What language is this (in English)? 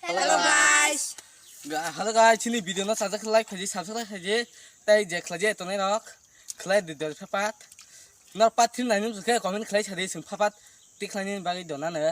Kok Borok